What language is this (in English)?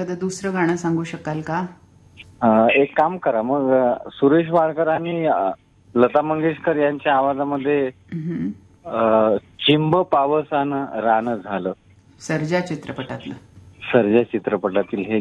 Marathi